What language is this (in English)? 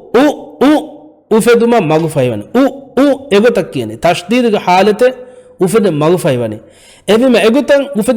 Divehi